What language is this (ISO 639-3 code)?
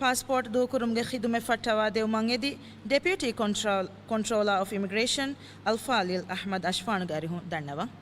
div